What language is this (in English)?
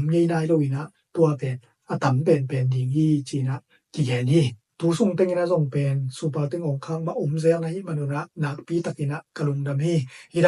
Tedim Chin